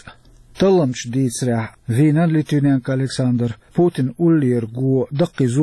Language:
Chechen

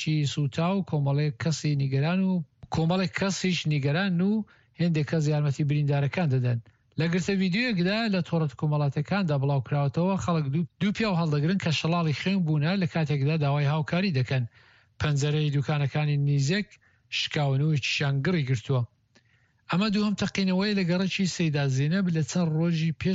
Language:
Central Kurdish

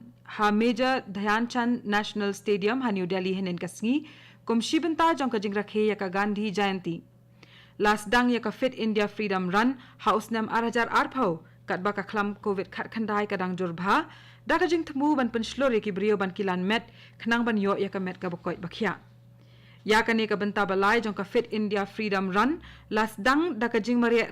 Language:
Khasi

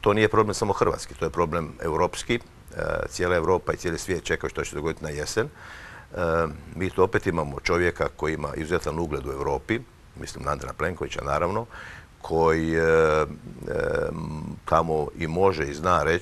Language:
Croatian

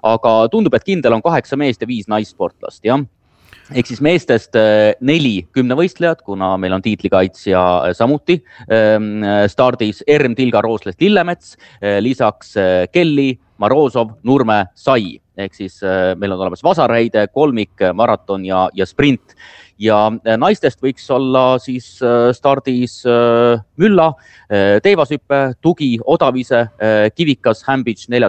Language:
Estonian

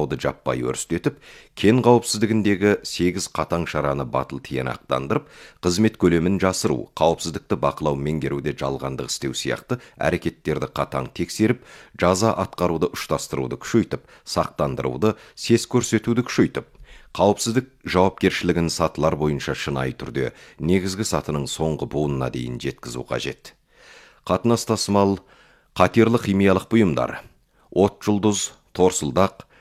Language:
Kazakh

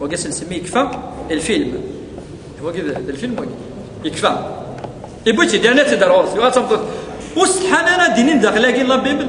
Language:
Kabyle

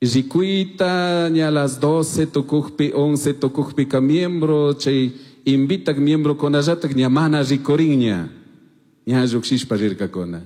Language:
Chimborazo Highland Quichua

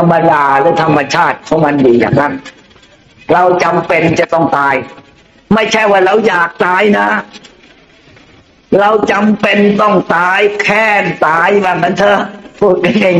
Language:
Thai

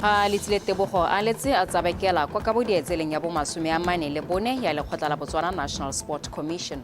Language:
Tswana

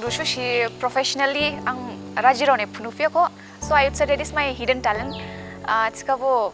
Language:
Dimasa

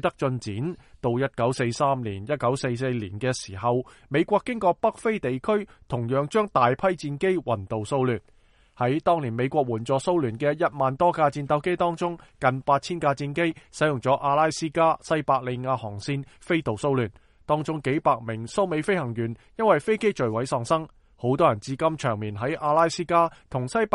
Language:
Cantonese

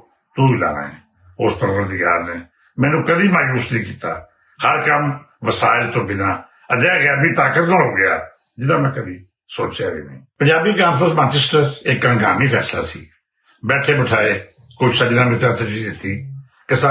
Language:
Western Panjabi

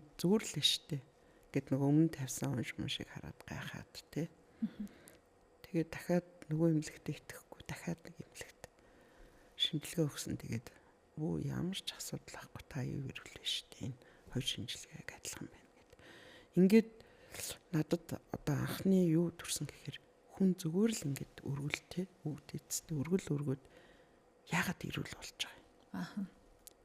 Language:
Mongolian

